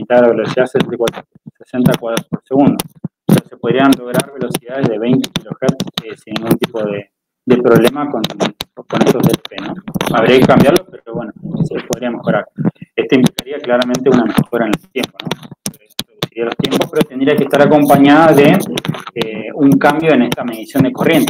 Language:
Spanish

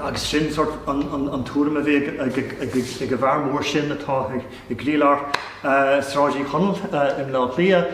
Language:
Irish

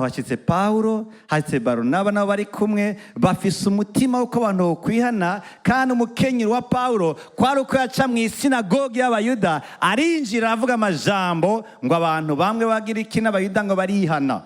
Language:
Rundi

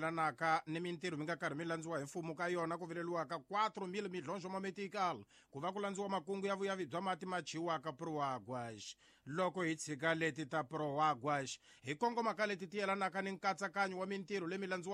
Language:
Tsonga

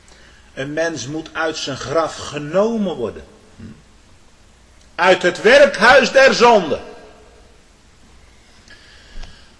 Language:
Dutch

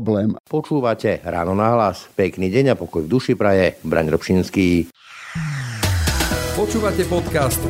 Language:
Slovak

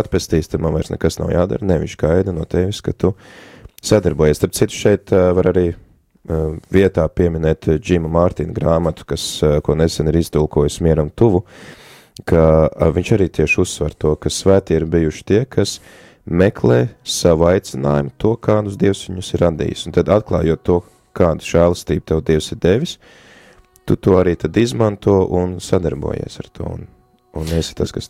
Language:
Latvian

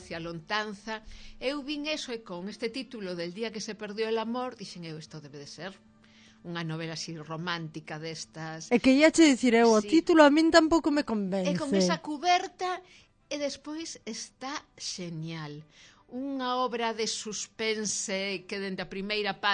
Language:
Galician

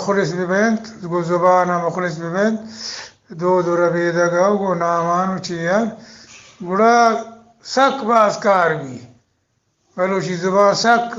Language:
Eastern Balochi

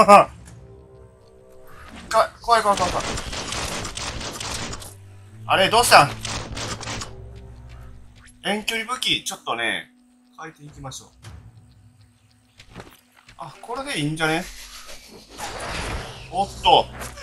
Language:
Japanese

